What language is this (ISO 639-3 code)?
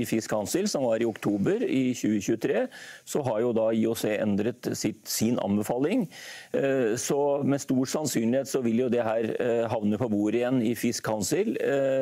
nor